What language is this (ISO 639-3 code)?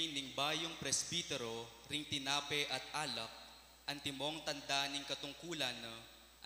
pam